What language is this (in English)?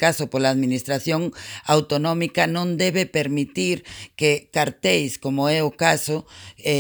Galician